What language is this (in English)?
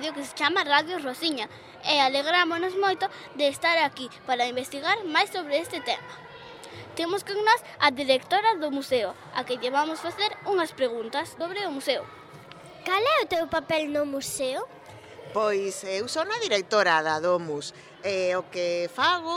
Galician